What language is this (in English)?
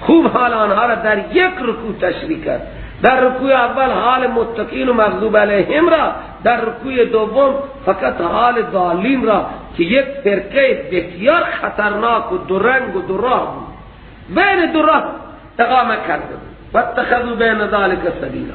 Persian